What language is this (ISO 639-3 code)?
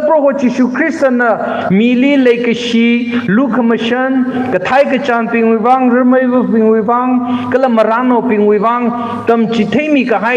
nmf